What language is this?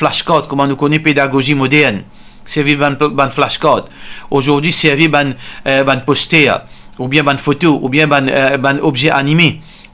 Morisyen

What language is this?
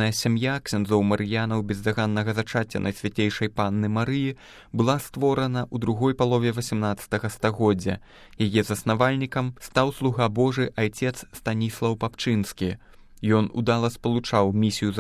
Belarusian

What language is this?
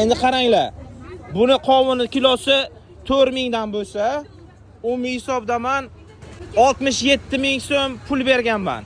Uzbek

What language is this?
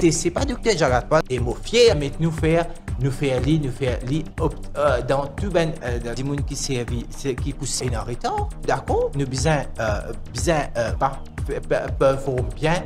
Morisyen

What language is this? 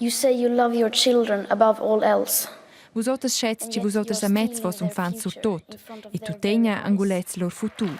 Romansh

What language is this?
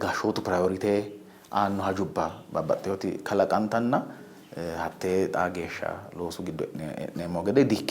Sidamo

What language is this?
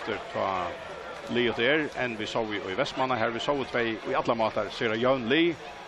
Faroese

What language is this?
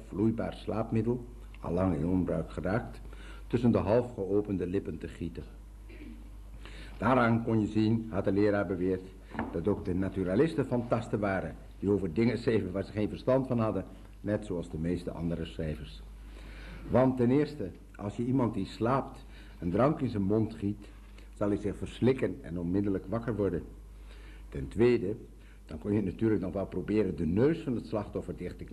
Dutch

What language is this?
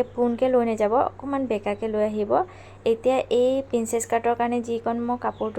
Assamese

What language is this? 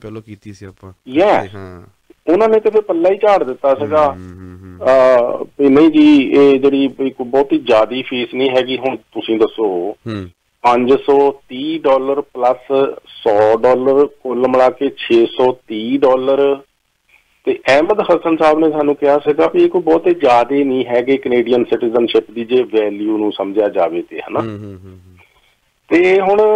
Punjabi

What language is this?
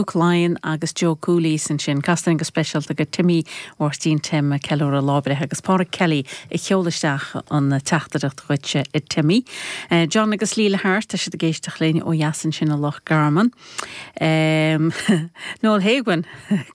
Irish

